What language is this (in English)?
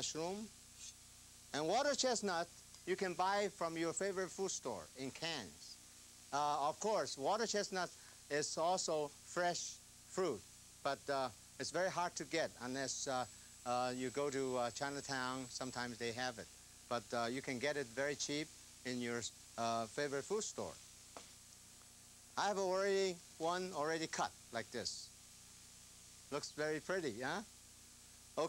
English